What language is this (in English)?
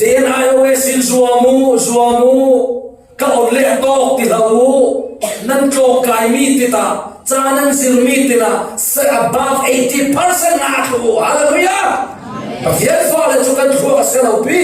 Falam Chin